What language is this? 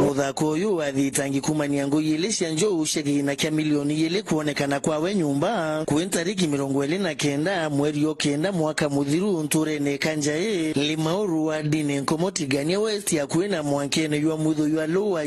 Meru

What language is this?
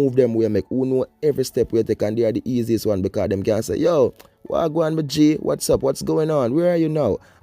Jamaican Creole English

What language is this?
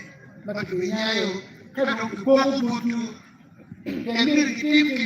Acoli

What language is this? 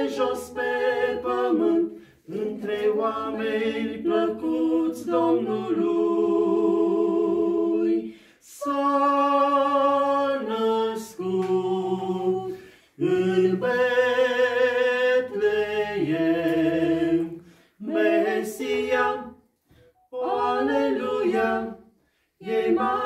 Romanian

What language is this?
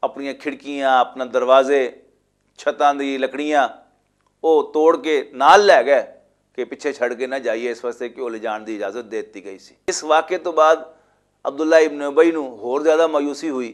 Western Panjabi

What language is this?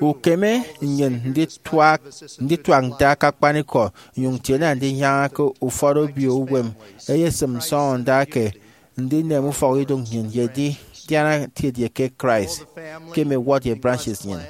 Efik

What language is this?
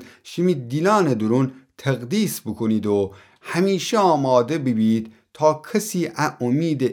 Gilaki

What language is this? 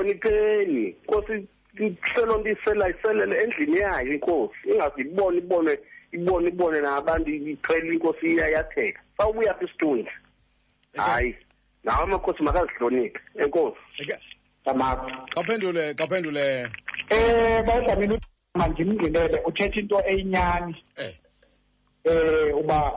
Xhosa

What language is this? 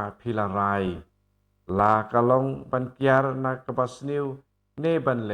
Khasi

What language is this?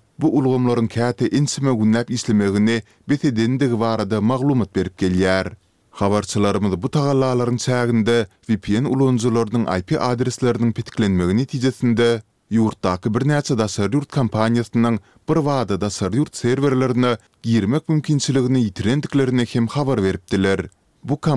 Turkmen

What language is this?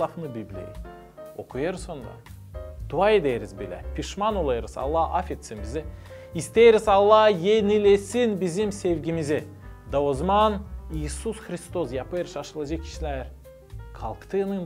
Gagauz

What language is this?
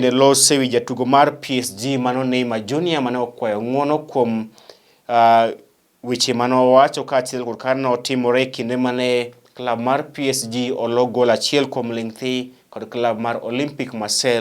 Luo (Kenya and Tanzania)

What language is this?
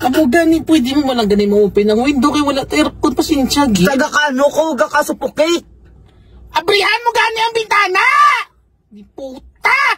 Hiligaynon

